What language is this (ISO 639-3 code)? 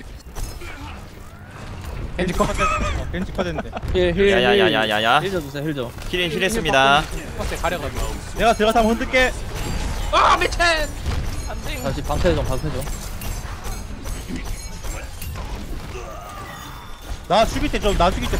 kor